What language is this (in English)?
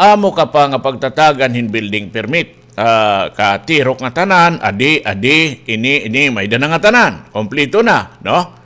Waray